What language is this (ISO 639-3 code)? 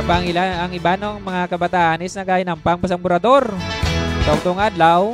hil